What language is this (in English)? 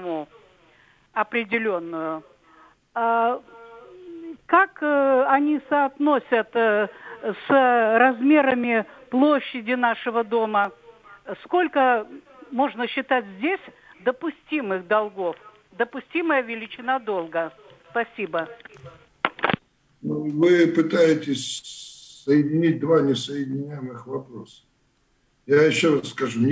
Russian